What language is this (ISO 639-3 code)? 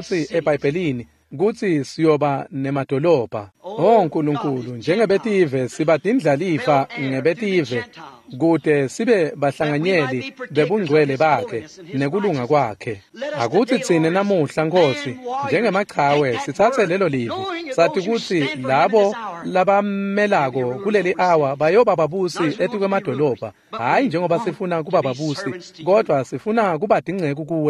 ssw